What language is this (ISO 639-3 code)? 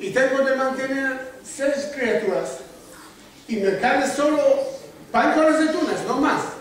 lad